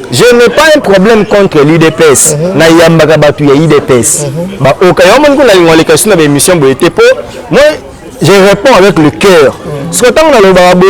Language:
Lingala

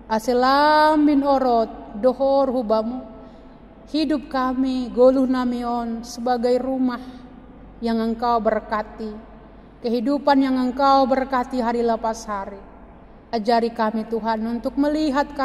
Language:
Batak Simalungun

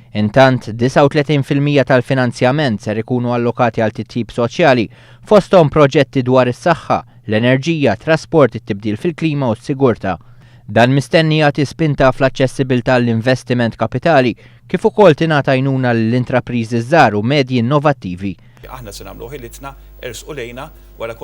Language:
Maltese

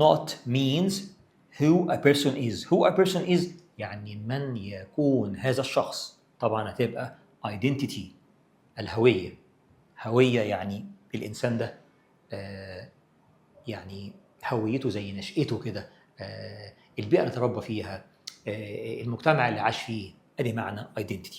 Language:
Egyptian Arabic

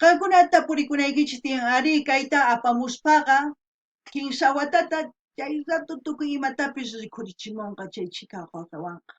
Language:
South Bolivian Quechua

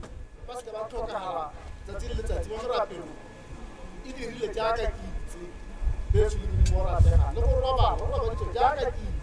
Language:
Tswana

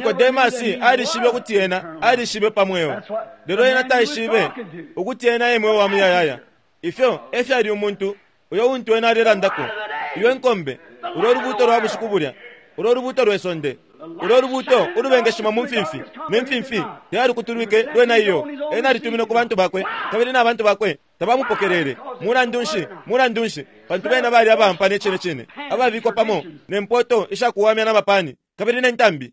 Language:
Bemba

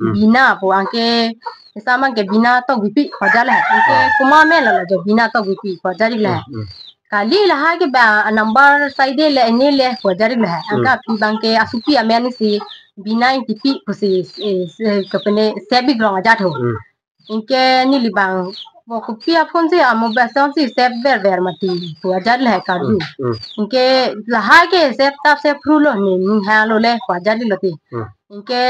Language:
Karbi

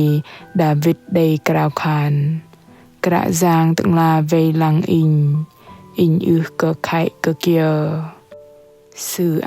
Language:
Bahnar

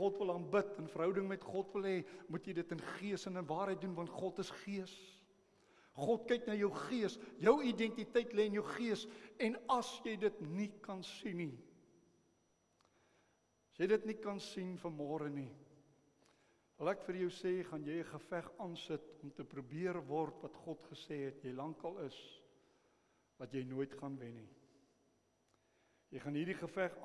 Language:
Afrikaans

